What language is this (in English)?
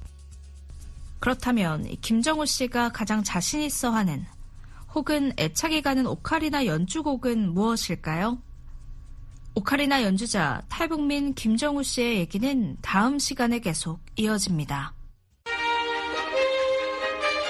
Korean